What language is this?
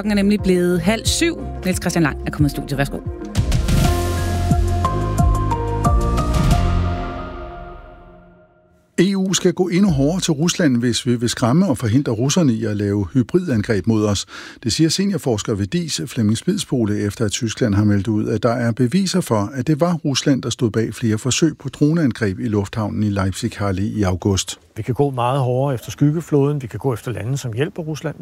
Danish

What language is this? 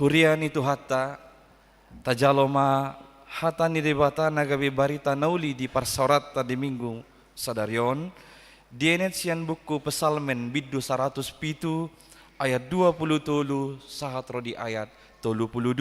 Batak Toba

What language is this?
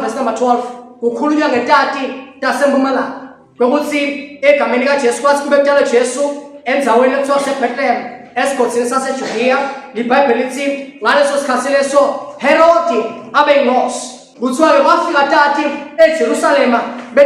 Zulu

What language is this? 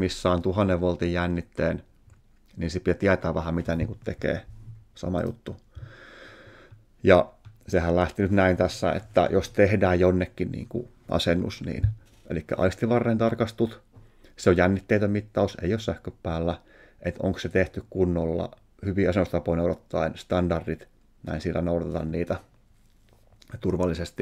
Finnish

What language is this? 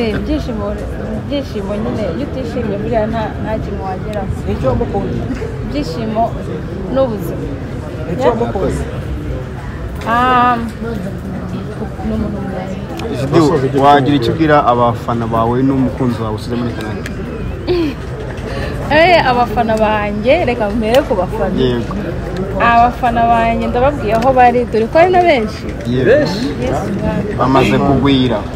Kinyarwanda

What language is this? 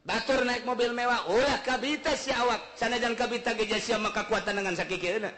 Sundanese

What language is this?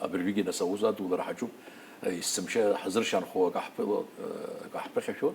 Abkhazian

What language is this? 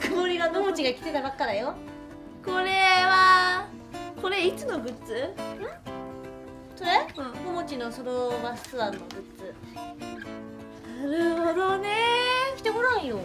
Japanese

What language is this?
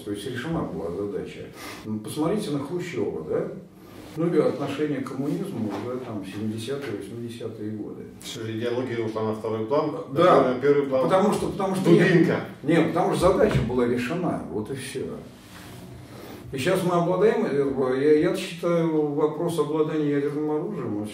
Russian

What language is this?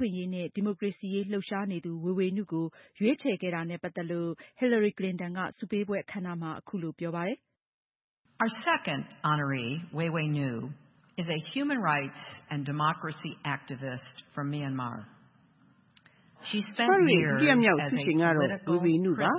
Burmese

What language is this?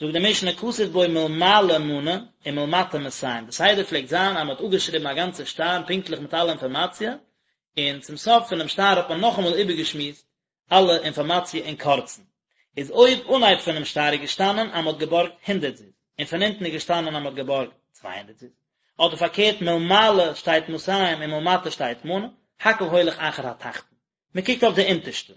Yiddish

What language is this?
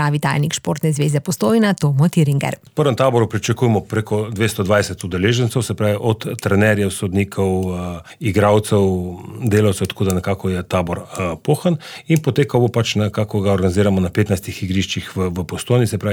Slovenian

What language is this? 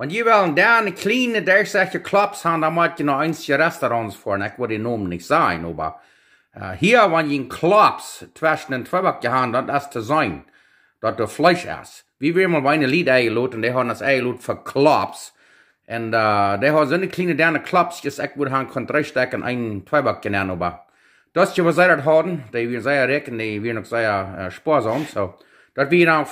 Plautdietsch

